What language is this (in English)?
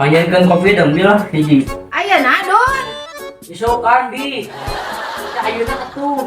Sundanese